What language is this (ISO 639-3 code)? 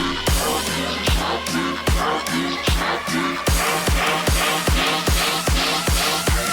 oss